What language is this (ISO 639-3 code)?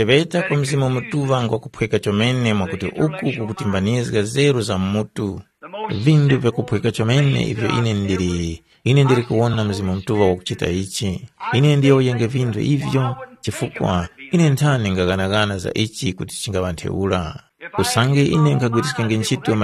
tum